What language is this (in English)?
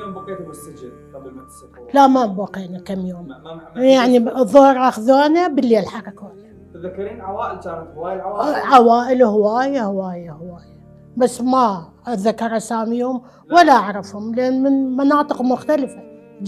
Mesopotamian Arabic